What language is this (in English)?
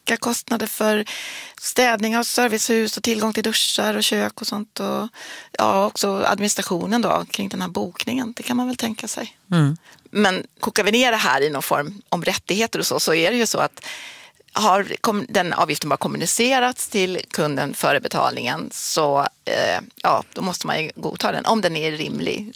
Swedish